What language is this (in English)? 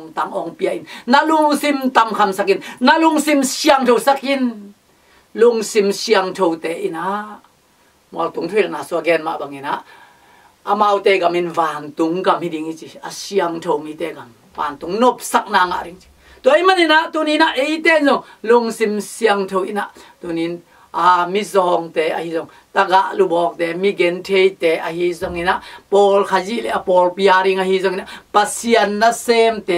Tedim Chin